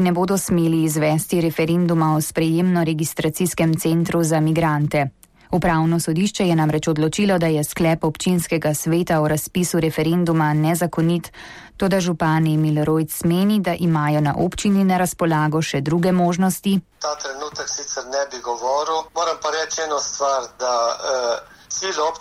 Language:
Slovenian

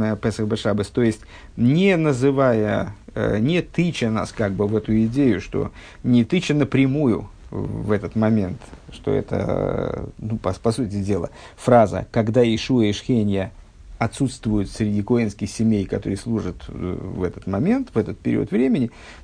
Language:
Russian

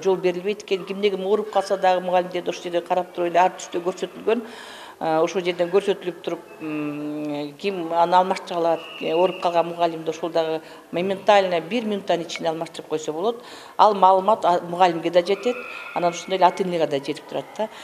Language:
Kyrgyz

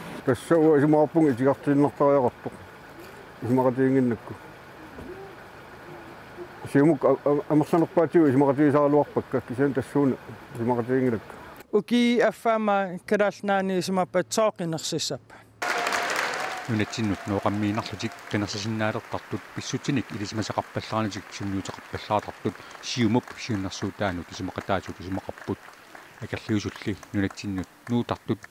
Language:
Kalaallisut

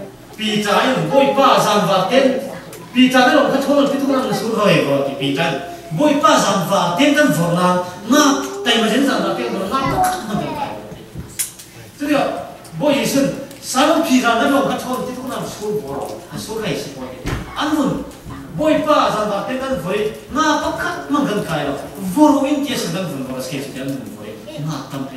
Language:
Falam Chin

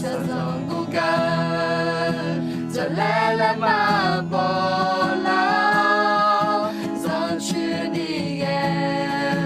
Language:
Akha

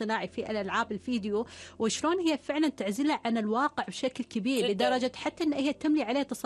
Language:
Gulf Arabic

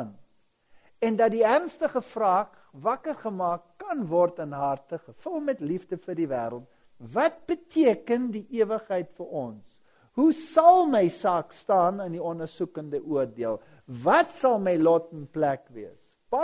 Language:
Afrikaans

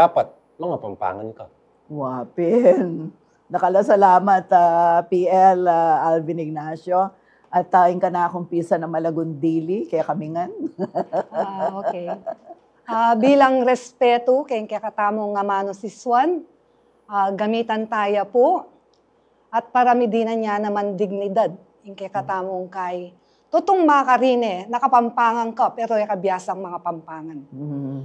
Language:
Pampanga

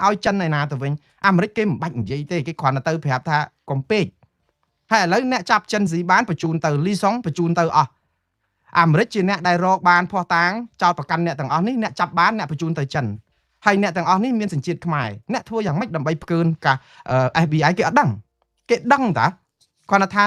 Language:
Khmer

